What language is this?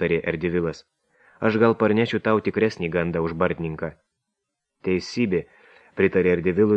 Lithuanian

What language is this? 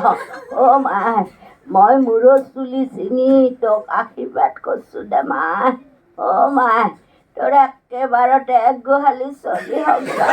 Assamese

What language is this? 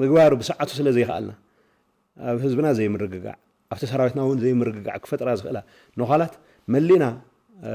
Tigrinya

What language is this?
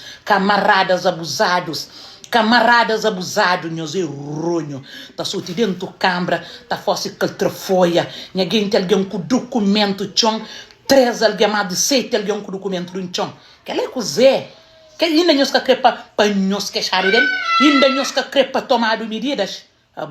Kabuverdianu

